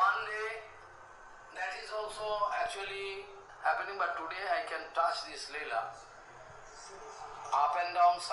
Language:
Russian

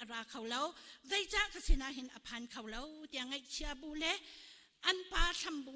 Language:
Hakha Chin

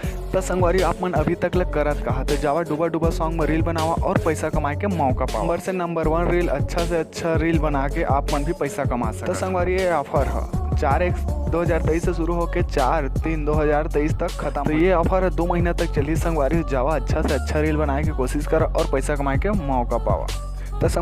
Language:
Chhattisgarhi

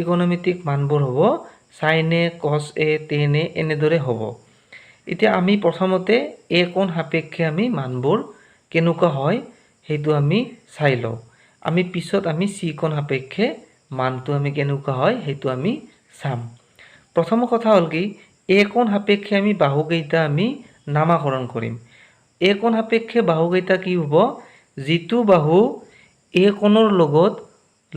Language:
Assamese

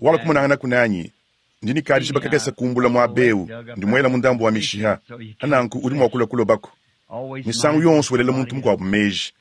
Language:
Luba-Lulua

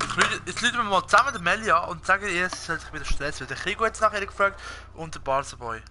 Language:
Swiss German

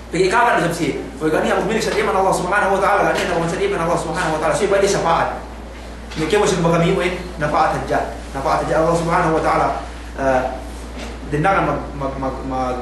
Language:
Yakan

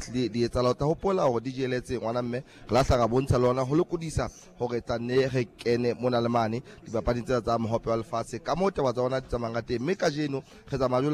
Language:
Southern Sotho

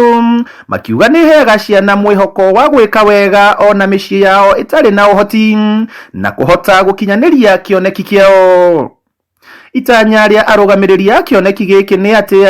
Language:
Kikuyu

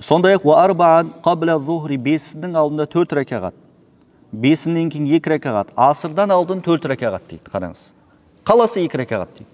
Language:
Kazakh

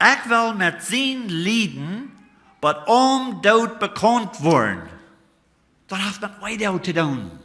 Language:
Plautdietsch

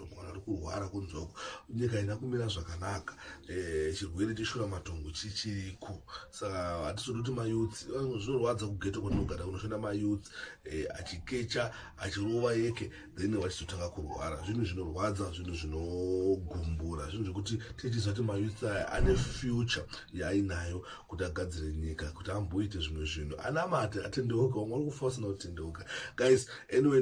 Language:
Shona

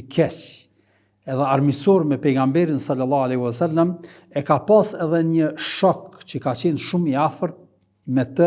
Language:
Albanian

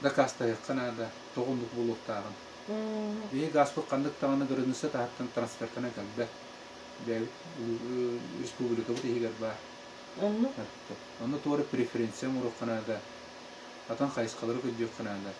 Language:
Yakut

